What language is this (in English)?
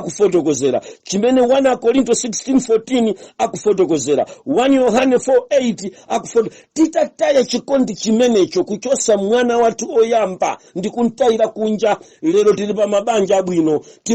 Nyanja